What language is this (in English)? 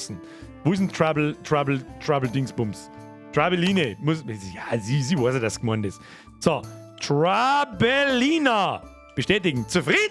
Bavarian